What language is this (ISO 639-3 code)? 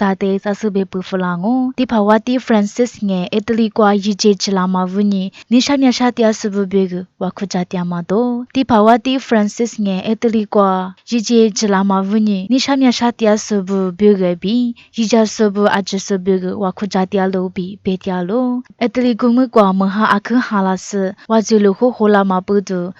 lis